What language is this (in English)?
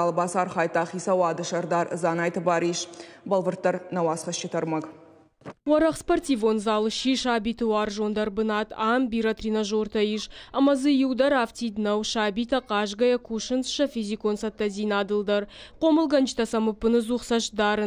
Ossetic